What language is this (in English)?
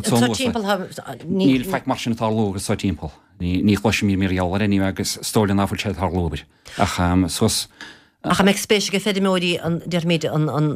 Irish